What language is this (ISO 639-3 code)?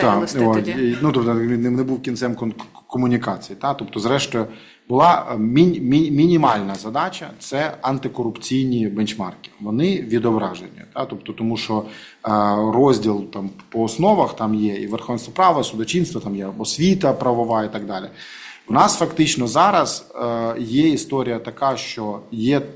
ukr